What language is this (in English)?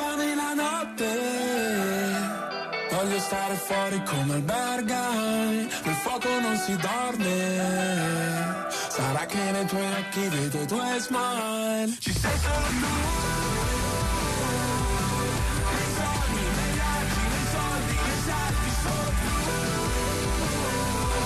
Italian